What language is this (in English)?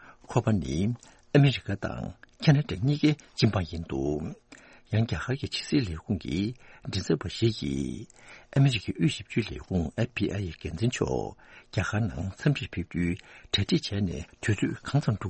Tibetan